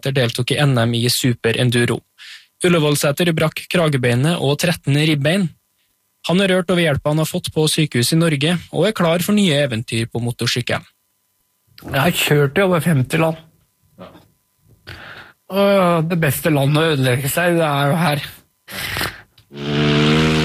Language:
Norwegian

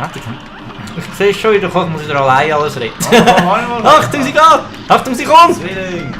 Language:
Swiss German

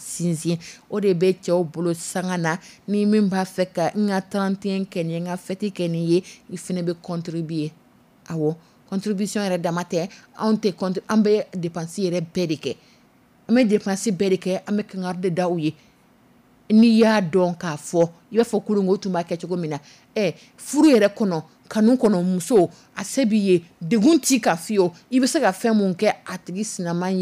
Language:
Dyula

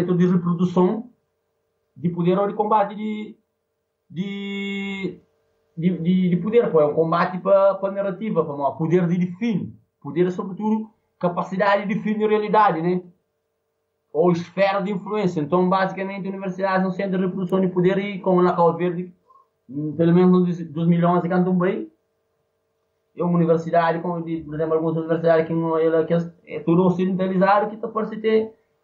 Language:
Portuguese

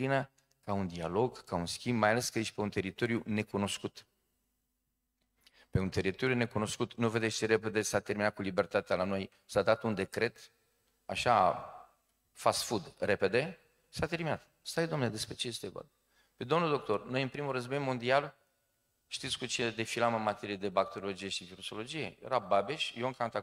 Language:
Romanian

